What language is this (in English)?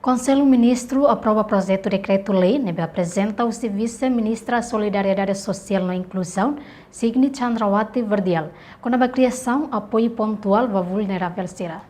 Tetum